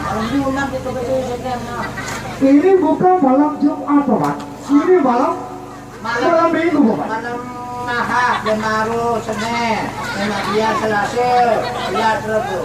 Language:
Sasak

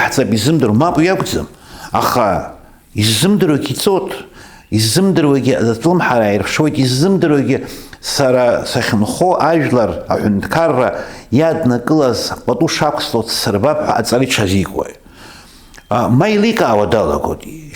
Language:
Abkhazian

